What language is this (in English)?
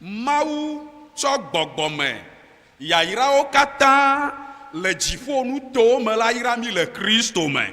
Ewe